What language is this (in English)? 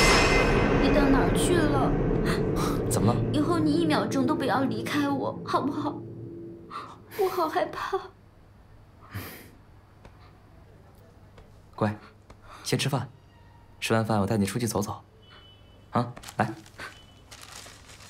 Chinese